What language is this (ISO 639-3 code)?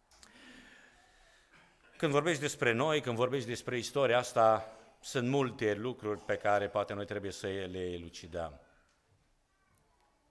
ron